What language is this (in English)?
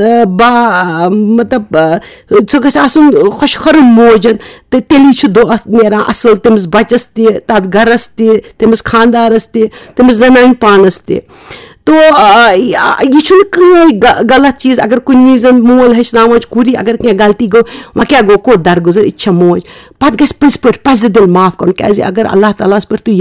Kashmiri